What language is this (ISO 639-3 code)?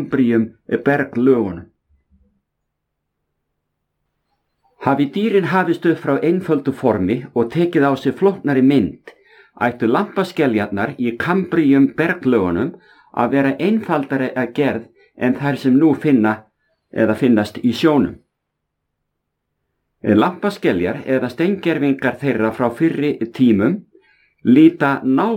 isl